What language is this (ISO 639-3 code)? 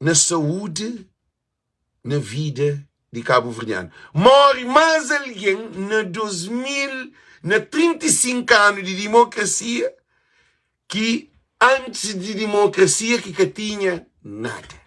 kea